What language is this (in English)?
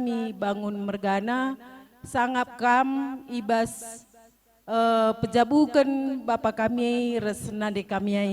Batak Karo